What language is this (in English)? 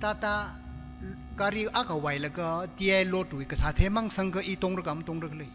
Tangkhul Naga (India)